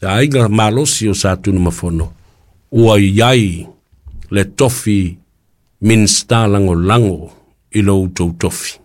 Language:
Samoan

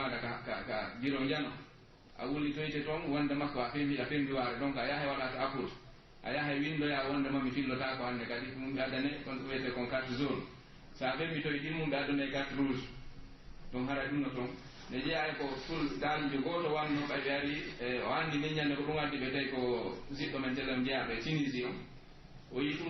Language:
Pular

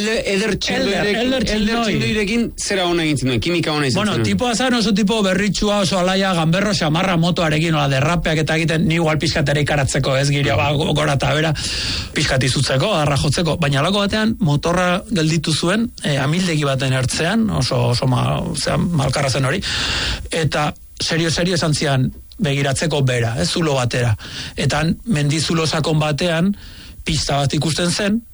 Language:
Basque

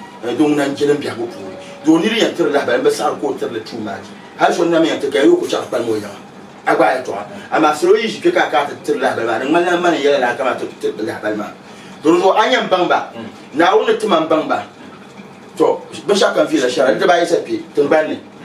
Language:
Dagbani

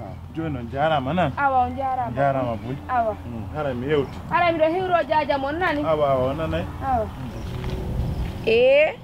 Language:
Pular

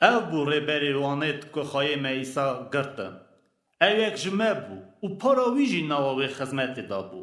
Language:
Kurdish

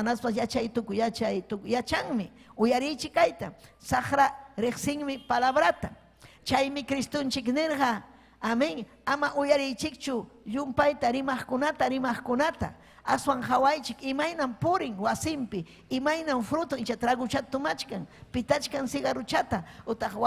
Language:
Ayacucho Quechua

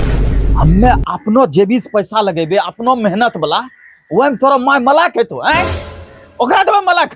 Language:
Angika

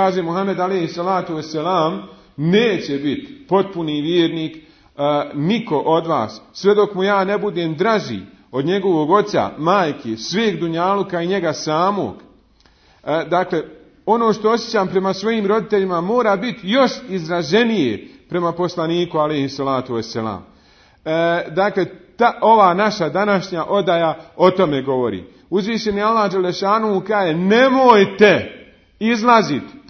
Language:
Bosnian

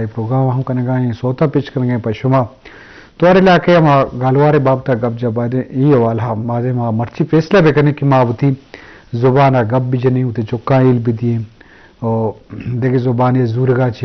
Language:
Eastern Balochi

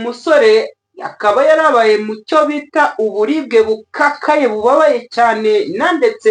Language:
Kinyarwanda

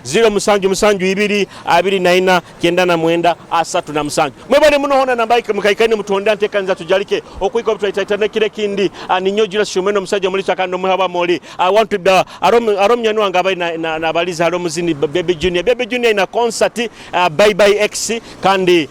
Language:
Nyoro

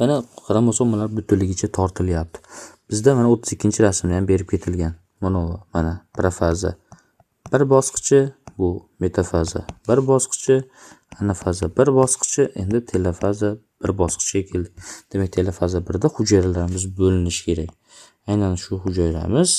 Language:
Uzbek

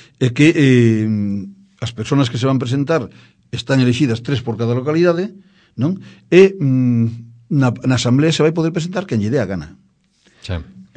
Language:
Galician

